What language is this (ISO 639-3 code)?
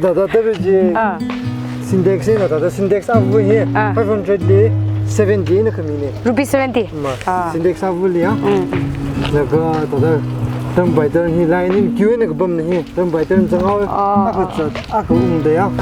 nmf